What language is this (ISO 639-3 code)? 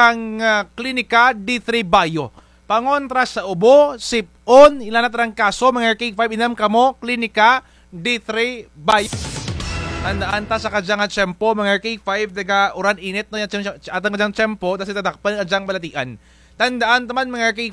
krj